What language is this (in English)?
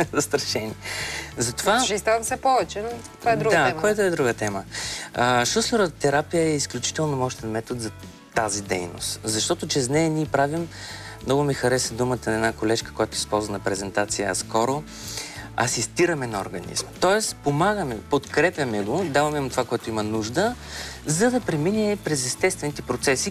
Bulgarian